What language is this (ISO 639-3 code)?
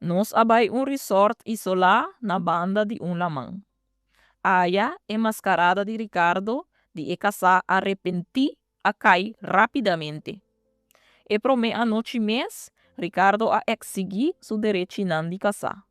pap